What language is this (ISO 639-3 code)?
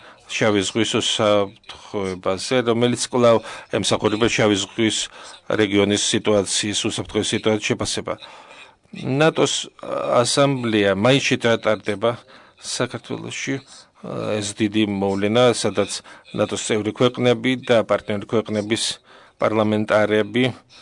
kat